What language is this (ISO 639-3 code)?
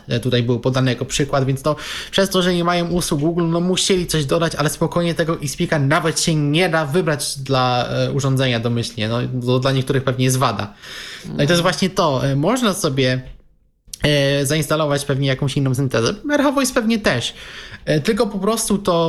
pol